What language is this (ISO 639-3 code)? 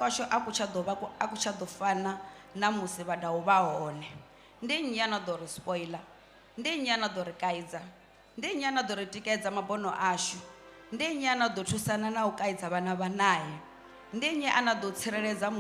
ven